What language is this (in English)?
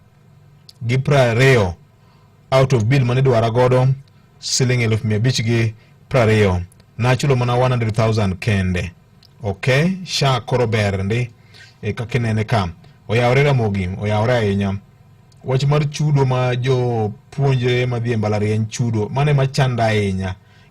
Luo (Kenya and Tanzania)